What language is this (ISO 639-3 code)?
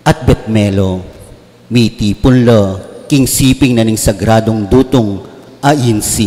pam